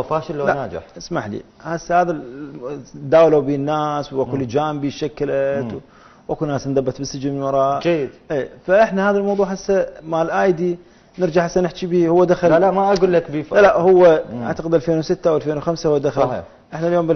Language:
Mesopotamian Arabic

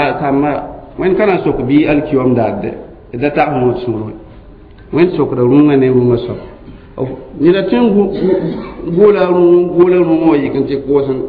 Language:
Mossi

